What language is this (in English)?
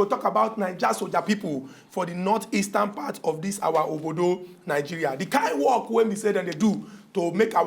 Nigerian Pidgin